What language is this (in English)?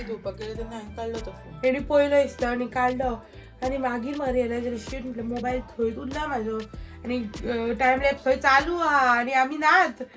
Konkani